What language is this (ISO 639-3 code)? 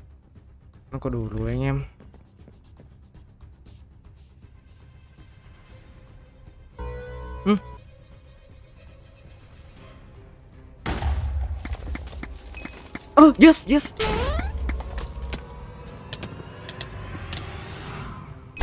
vie